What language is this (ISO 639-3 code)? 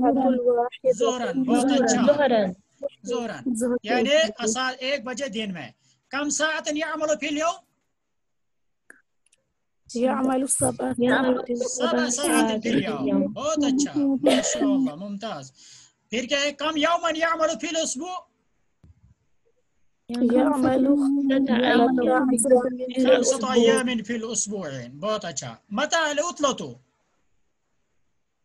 urd